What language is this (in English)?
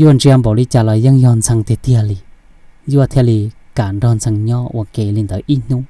Hmong